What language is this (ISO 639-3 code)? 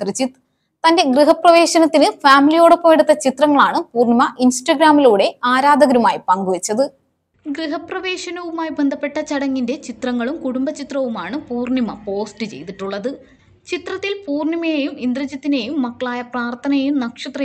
mal